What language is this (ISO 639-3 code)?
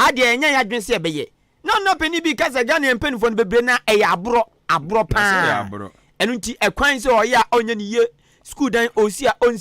aka